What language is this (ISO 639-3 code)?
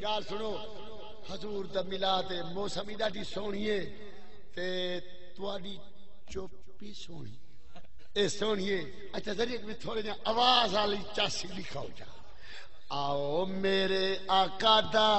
skr